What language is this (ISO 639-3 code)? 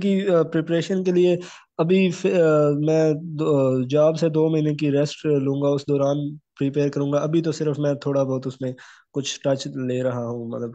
hin